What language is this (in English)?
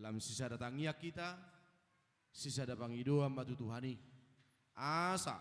Batak Toba